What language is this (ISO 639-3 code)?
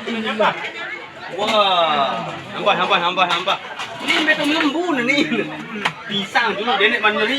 sas